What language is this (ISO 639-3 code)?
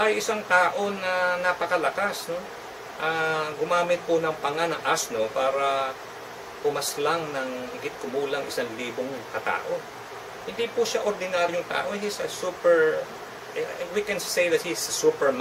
fil